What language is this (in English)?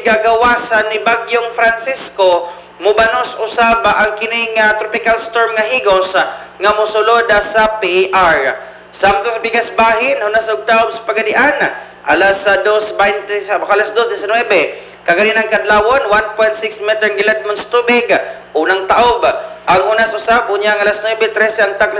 Cebuano